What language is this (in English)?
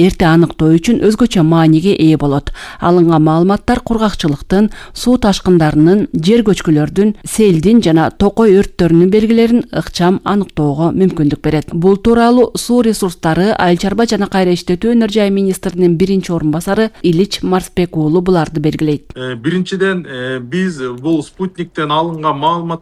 Kyrgyz